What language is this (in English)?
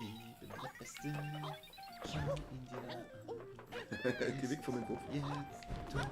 Bavarian